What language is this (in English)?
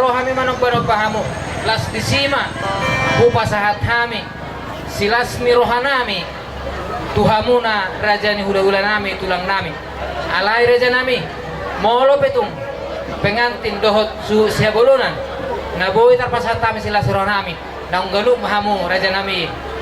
Batak Toba